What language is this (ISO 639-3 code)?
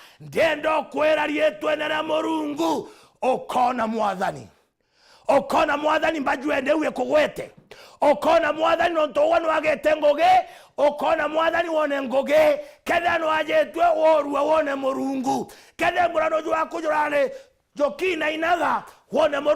mer